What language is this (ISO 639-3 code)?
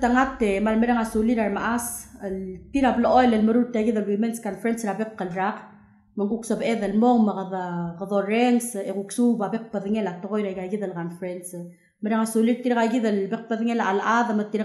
pau